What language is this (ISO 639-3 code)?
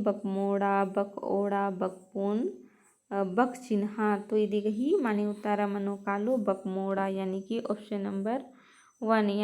kru